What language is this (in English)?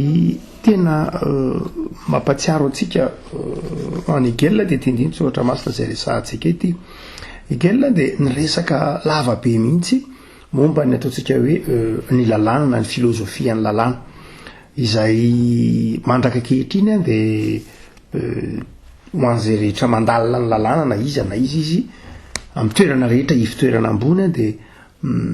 Malagasy